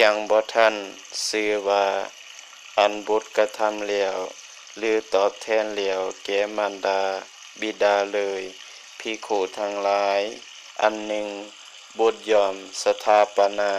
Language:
Lao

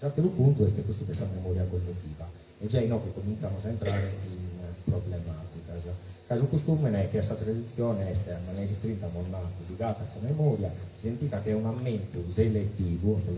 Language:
Sardinian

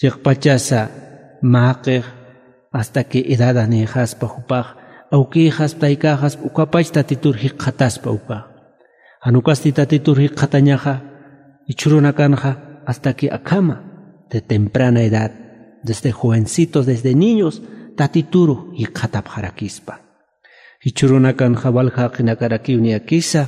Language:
Aymara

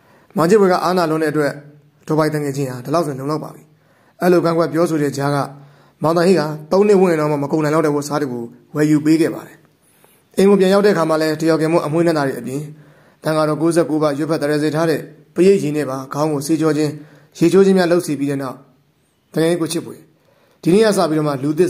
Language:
Burmese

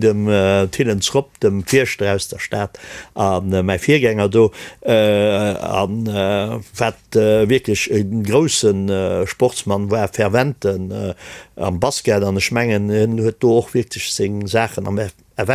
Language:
Luxembourgish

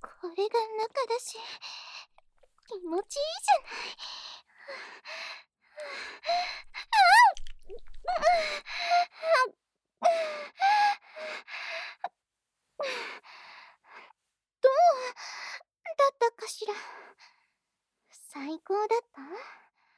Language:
Japanese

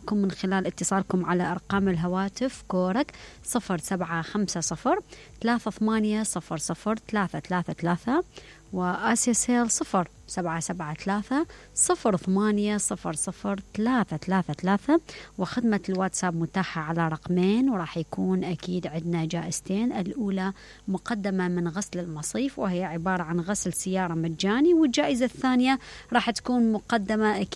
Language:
Mesopotamian Arabic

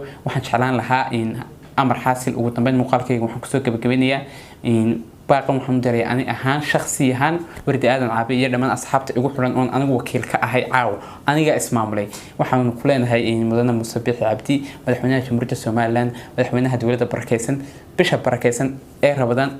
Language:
Somali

